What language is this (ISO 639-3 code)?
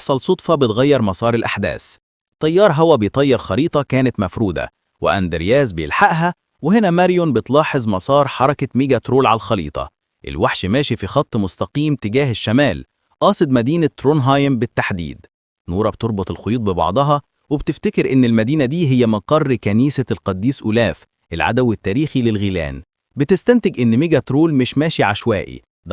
arz